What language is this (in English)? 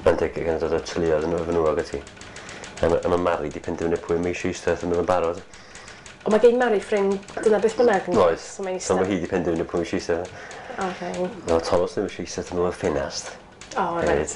Welsh